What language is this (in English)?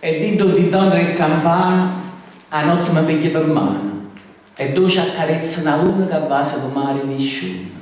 Sicilian